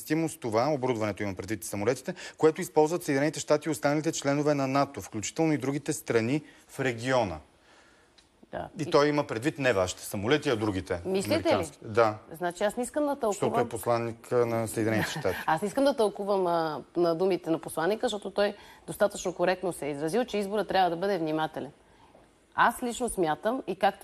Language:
Bulgarian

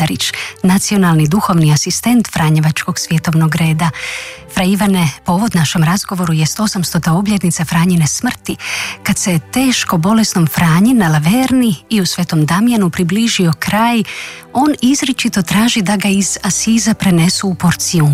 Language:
Croatian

